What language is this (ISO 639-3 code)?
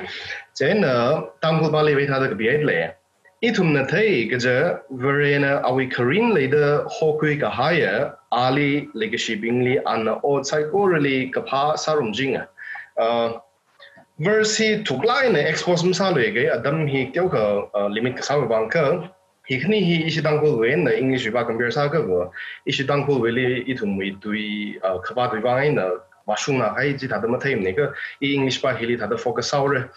nmf